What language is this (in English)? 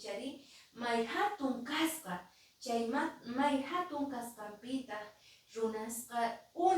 Quechua